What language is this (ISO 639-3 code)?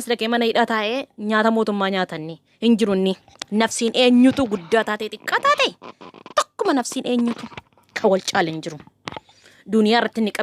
orm